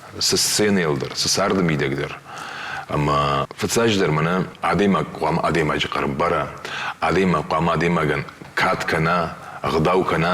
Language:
Ossetic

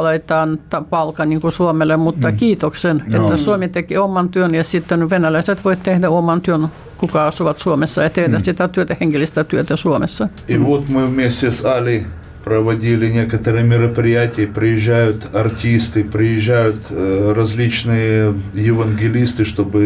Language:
Finnish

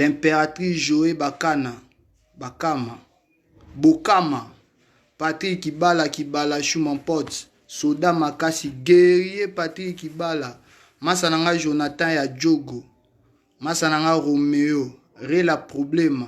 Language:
Lingala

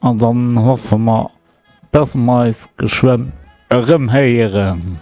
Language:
Luxembourgish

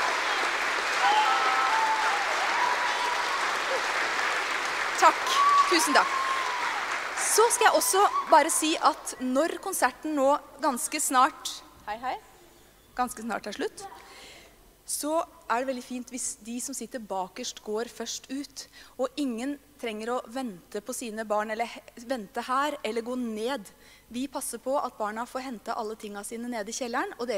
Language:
Norwegian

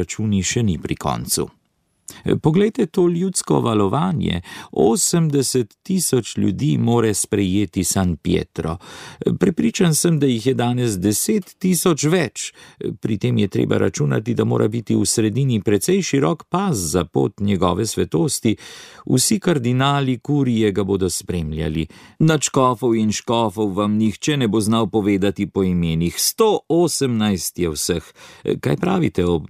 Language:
Slovenian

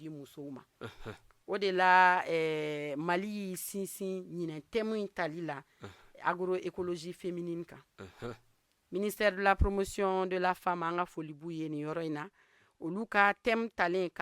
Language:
Bambara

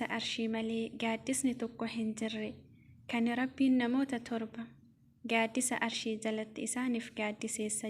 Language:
Oromo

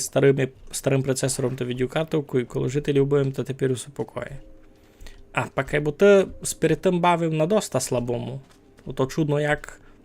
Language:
Rusyn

